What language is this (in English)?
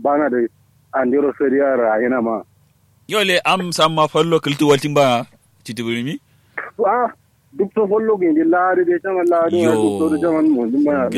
Kanuri